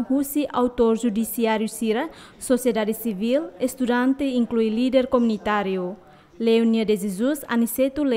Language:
Tetum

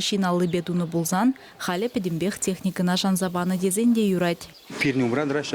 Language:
Chuvash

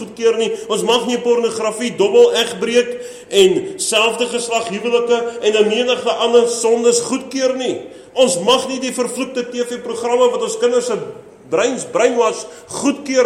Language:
Afrikaans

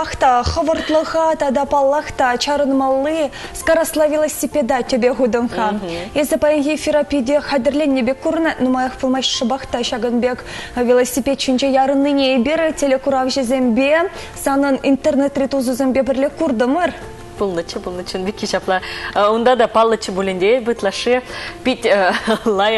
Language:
Chuvash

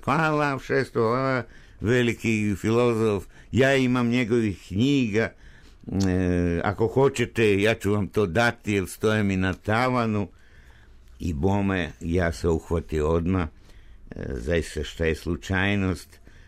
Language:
Serbian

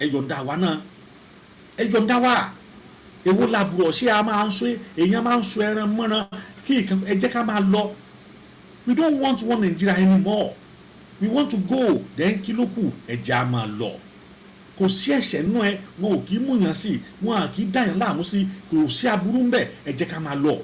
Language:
Yoruba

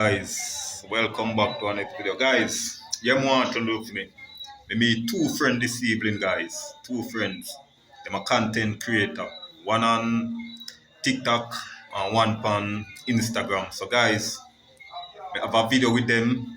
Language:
Jamaican Creole English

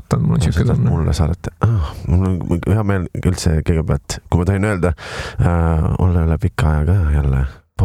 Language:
Estonian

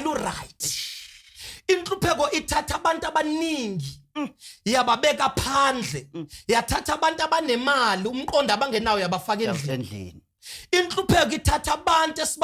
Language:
Zulu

